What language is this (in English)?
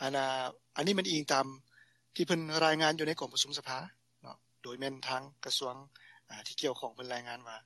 Lao